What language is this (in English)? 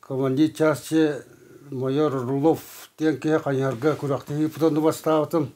Yakut